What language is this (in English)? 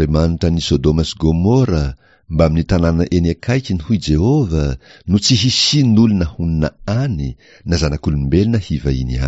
Malagasy